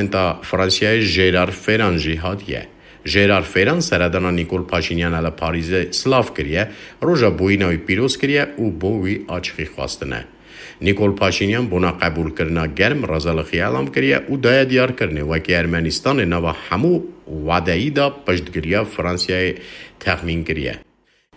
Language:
Kurdish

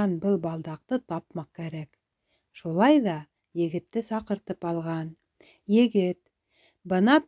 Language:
Bashkir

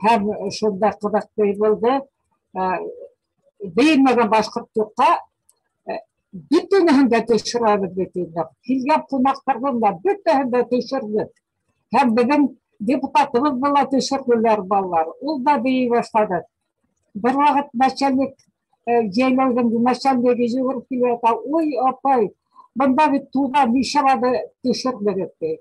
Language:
Bashkir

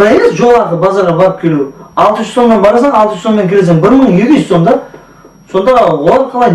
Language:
Kara-Kalpak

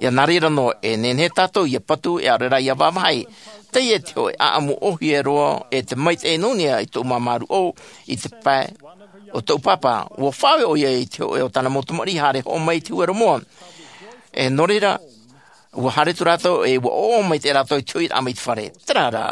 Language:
Tahitian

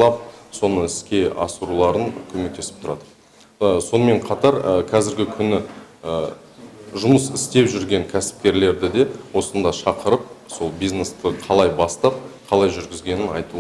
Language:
Kazakh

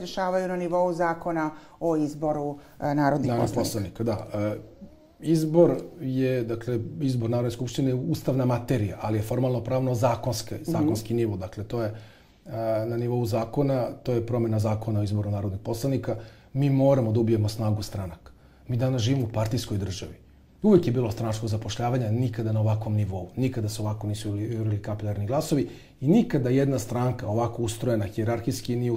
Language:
Serbian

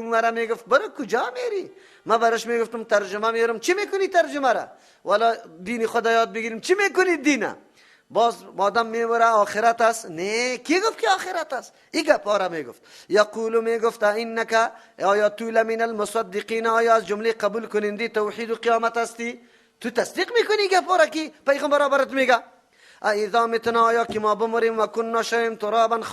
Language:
Persian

